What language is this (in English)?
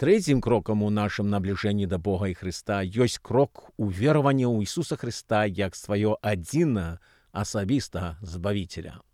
Belarusian